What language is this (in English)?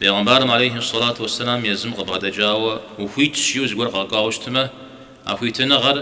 Kabardian